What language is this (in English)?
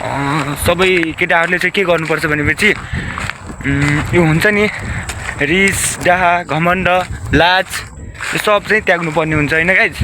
Nepali